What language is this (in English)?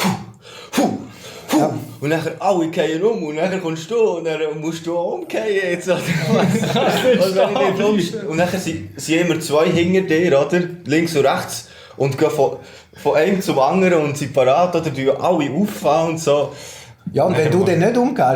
Swiss German